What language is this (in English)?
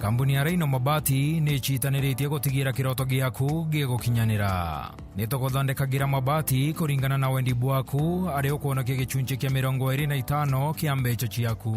Meru